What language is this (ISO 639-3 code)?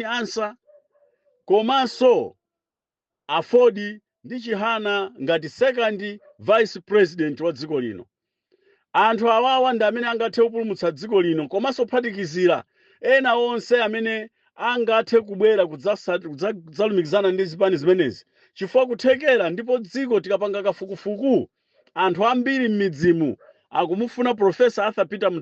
nya